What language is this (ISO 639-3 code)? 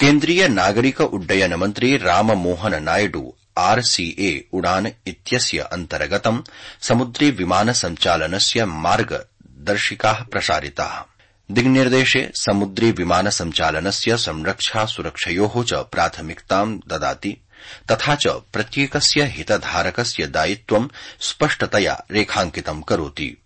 san